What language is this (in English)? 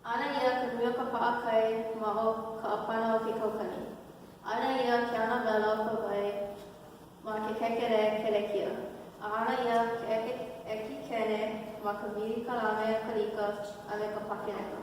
Hawaiian